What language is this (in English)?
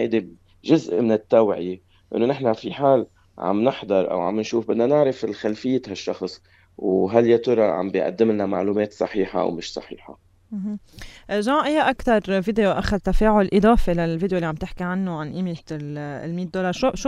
North Levantine Arabic